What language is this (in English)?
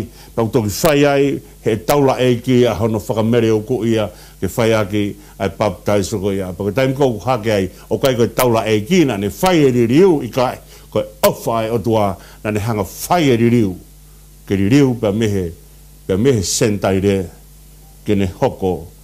Tongan